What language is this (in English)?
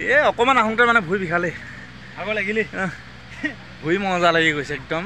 Assamese